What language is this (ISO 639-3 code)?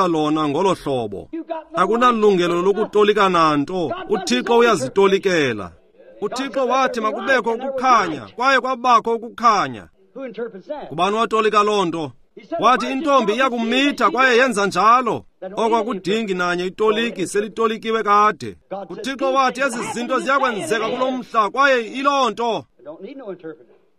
xho